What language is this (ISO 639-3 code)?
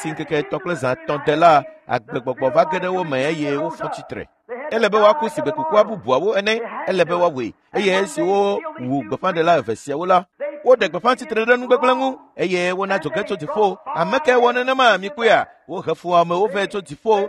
ewe